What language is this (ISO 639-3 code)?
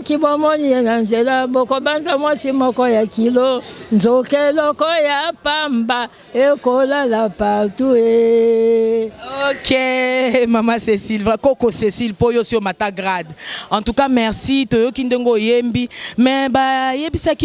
lin